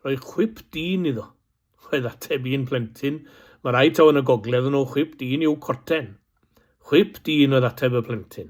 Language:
Welsh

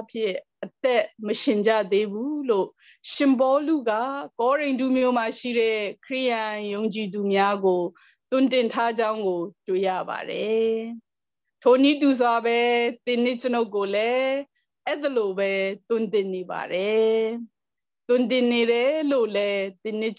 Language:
Burmese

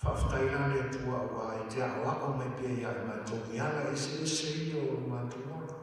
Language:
Samoan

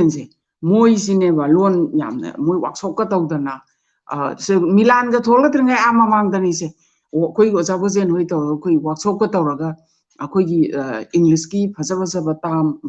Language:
Manipuri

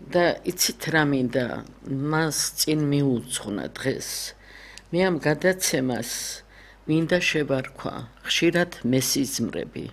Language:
Georgian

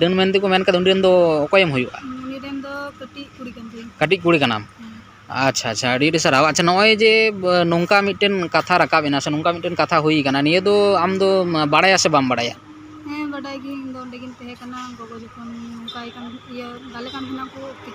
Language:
Santali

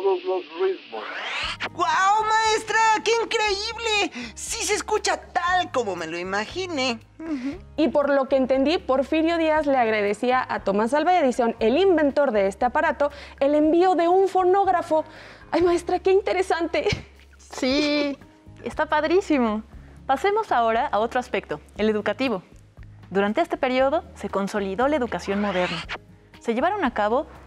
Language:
Spanish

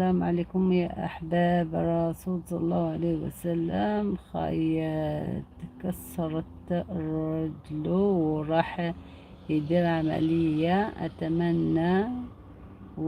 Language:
Algerian Arabic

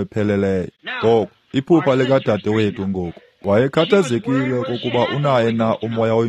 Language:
Xhosa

